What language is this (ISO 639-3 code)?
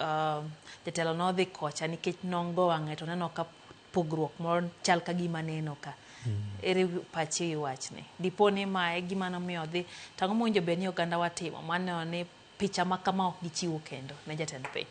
luo